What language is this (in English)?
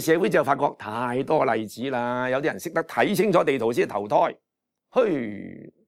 Cantonese